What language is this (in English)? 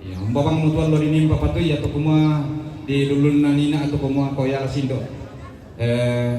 Toraja-Sa'dan